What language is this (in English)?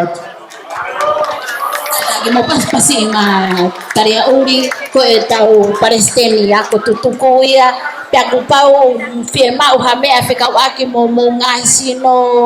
Tongan